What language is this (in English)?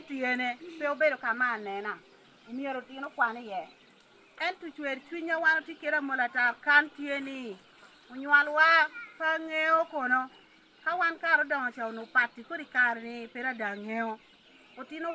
Lango (Uganda)